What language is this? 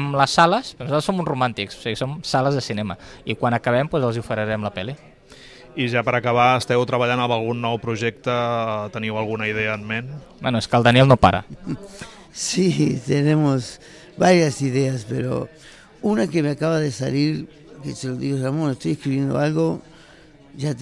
Catalan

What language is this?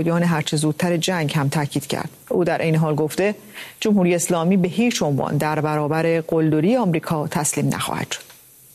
Persian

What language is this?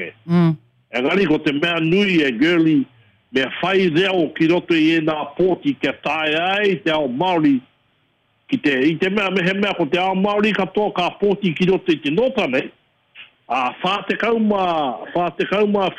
Māori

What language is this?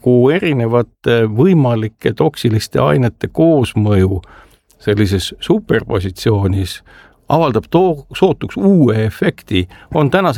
Estonian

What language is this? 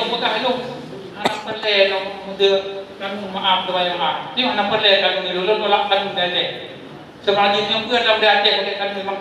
Achinese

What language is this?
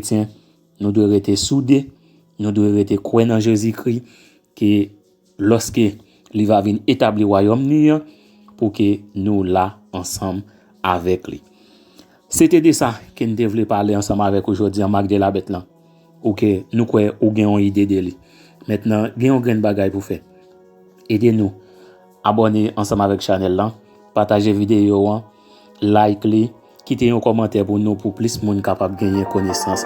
Haitian Creole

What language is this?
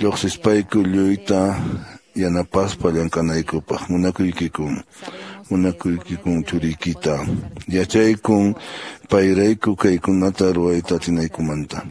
Quechua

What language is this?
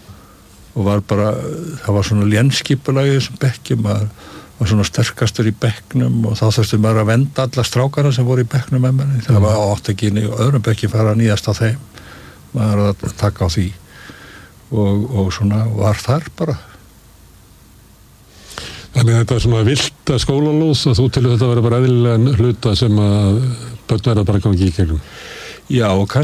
Icelandic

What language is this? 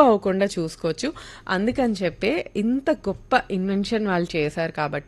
Telugu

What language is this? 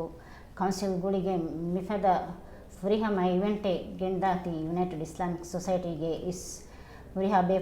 Divehi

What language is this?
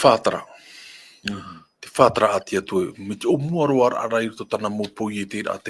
Tahitian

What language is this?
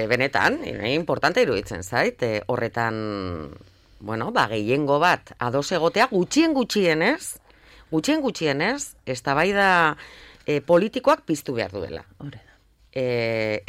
Basque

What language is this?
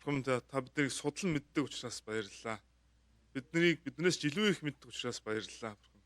Mongolian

